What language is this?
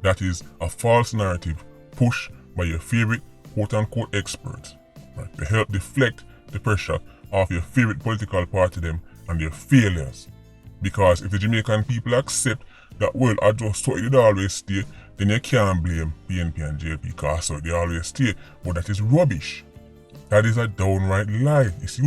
Jamaican Creole English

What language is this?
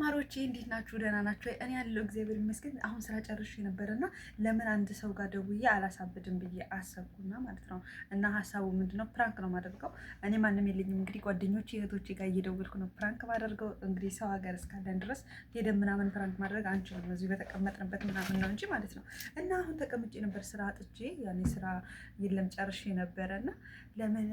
Amharic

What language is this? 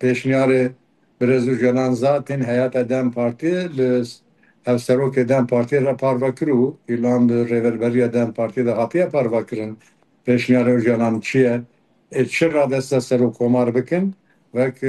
Kurdish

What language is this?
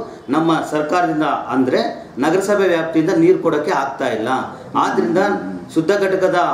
Kannada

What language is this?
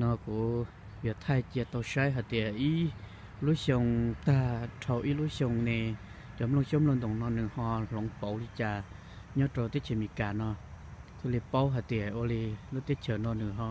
Hmong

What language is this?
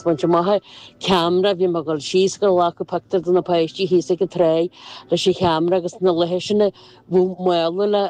Irish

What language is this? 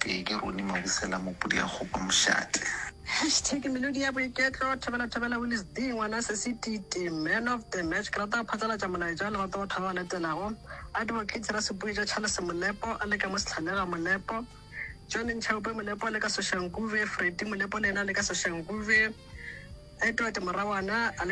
Northern Sotho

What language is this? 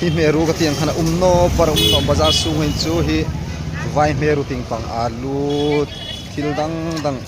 Hmar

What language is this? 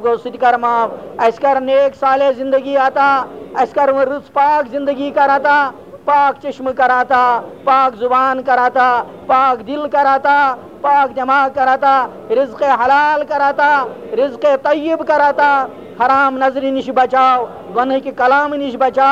Kashmiri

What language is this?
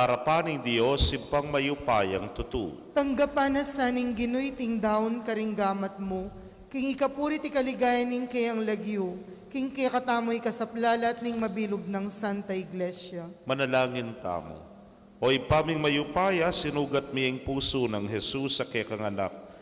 Pampanga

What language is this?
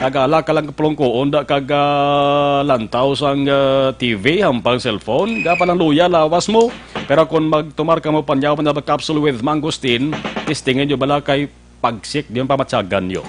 Hiligaynon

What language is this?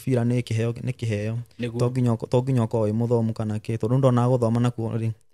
Kikuyu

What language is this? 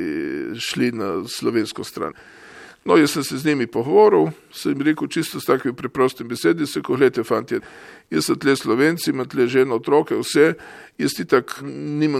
Slovenian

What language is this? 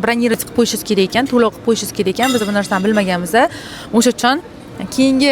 Uzbek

